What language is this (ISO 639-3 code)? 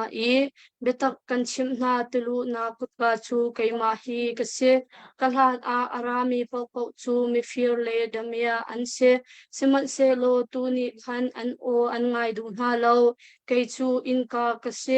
cnh